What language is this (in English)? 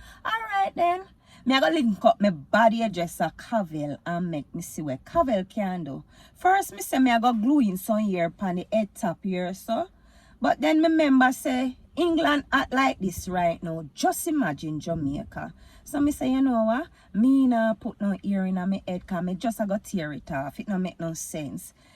Jamaican Creole English